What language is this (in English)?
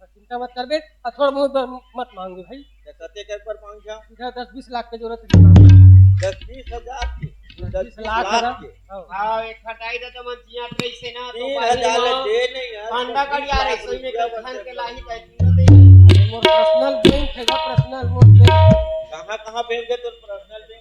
Chhattisgarhi